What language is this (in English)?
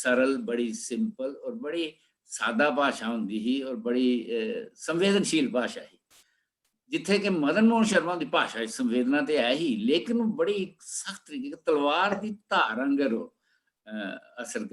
Dogri